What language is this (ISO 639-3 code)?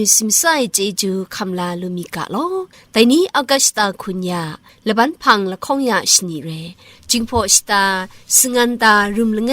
kac